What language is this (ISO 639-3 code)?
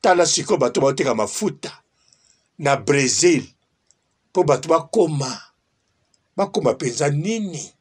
lin